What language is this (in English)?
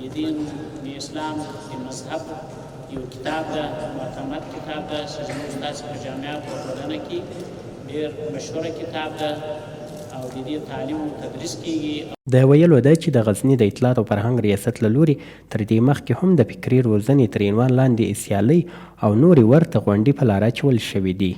Pashto